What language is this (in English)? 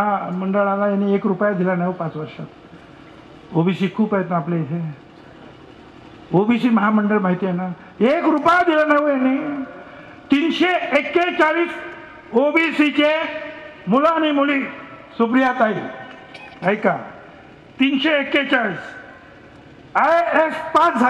Marathi